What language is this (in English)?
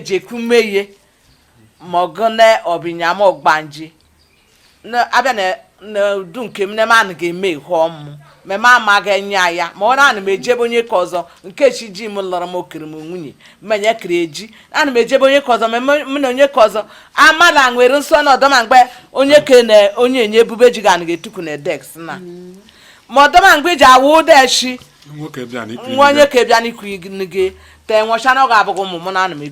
Igbo